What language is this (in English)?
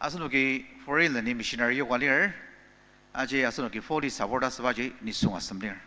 Ao Naga